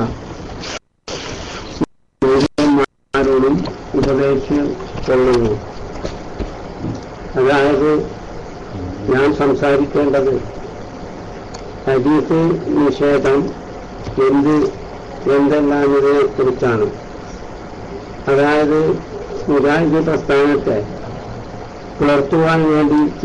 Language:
Malayalam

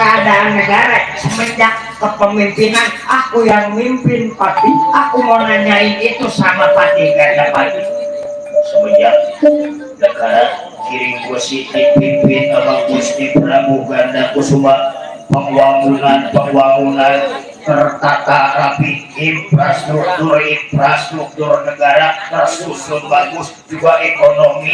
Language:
Betawi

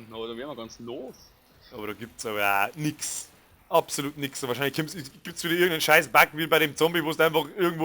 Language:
Bavarian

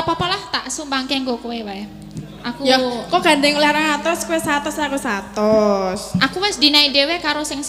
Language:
Javanese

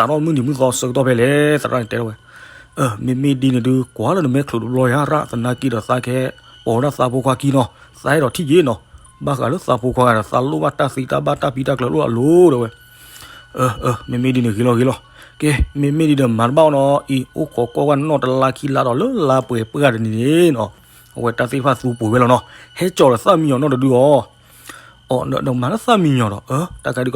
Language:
S'gaw Karen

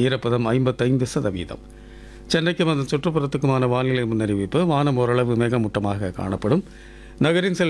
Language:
Tamil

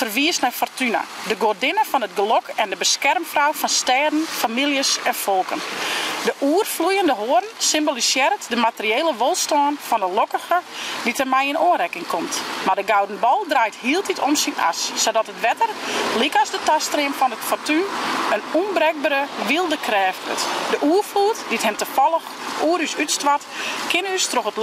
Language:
Western Frisian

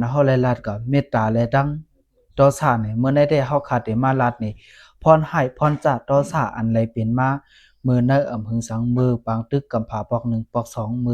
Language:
Lao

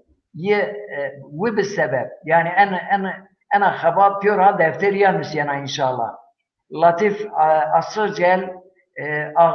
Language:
Zaza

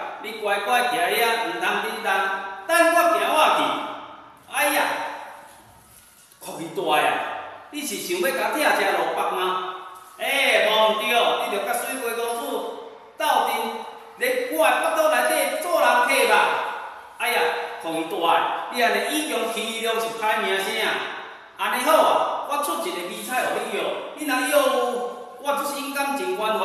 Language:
Min Nan Chinese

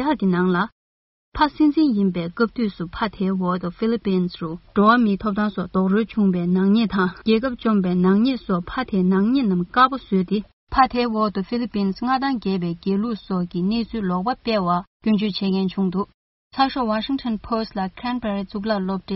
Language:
Tibetan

